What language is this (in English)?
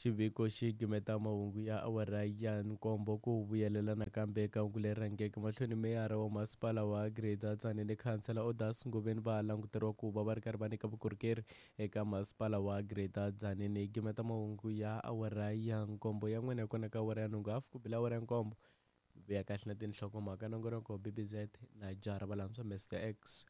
Tsonga